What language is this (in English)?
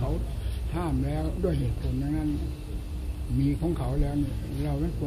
Thai